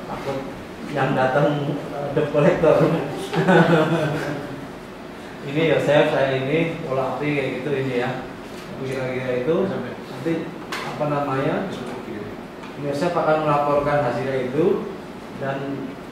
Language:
Indonesian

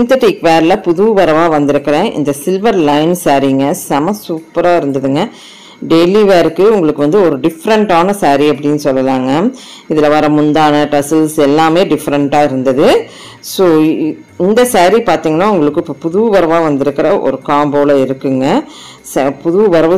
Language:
Tamil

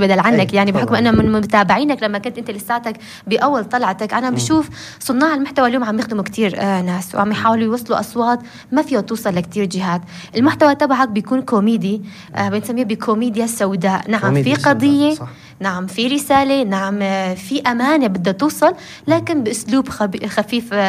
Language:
North Levantine Arabic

